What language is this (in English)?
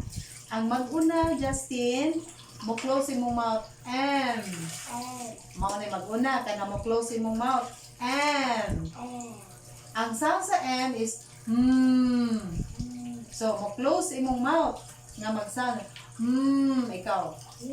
Cebuano